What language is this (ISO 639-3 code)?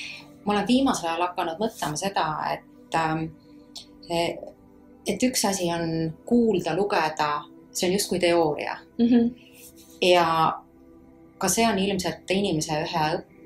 est